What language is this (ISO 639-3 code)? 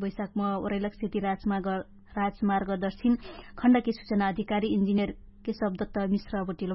thl